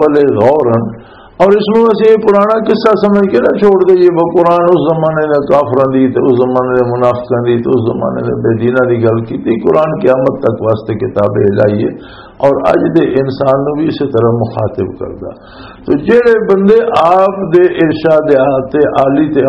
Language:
Western Panjabi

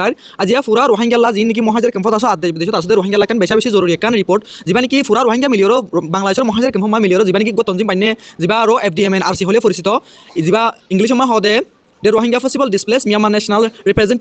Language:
Rohingya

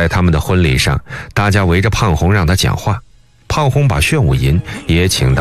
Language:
Chinese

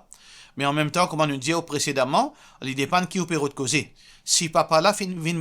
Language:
Morisyen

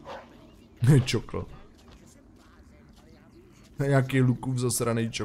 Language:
Czech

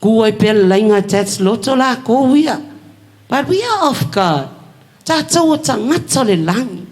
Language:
Samoan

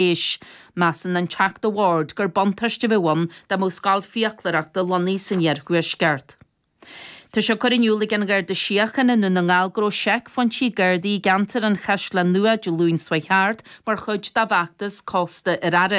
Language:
Irish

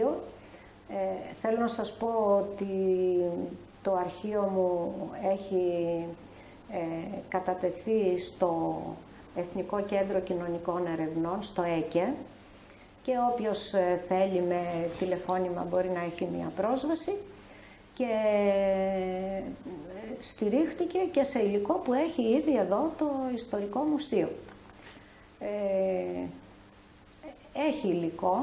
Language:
Greek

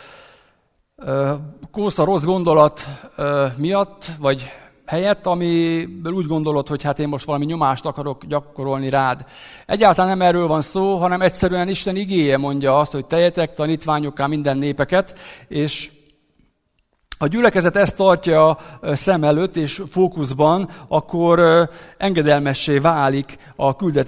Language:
Hungarian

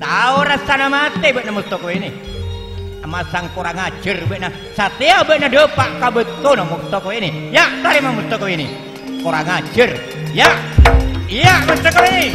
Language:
Madurese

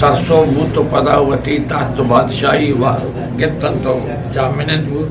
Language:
Eastern Balochi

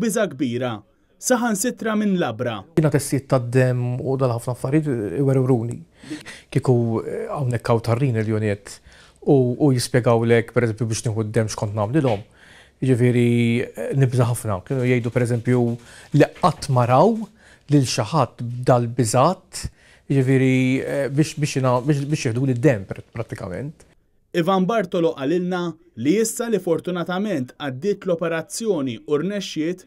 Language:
Maltese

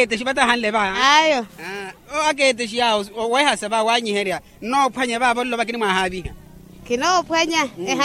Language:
Makhuwa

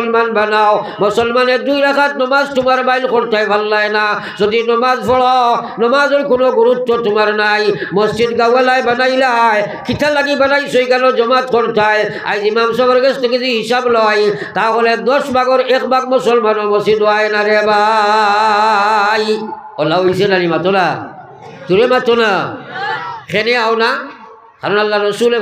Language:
Sylheti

